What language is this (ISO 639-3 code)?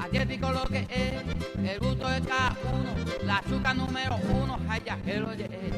grn